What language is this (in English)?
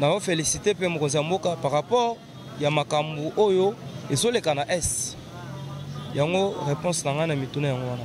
Lingala